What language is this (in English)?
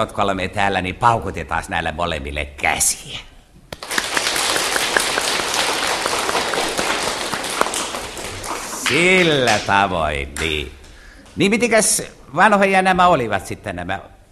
Finnish